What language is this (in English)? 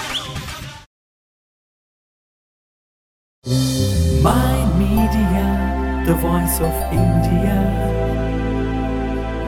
Telugu